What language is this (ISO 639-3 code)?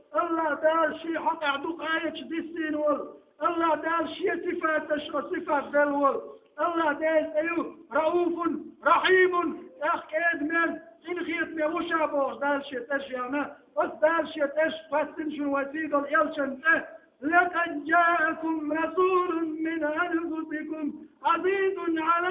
che